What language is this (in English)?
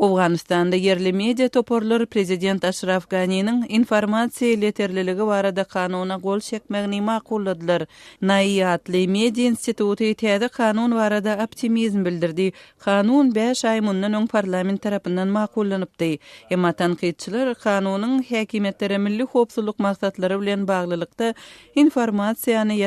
Turkmen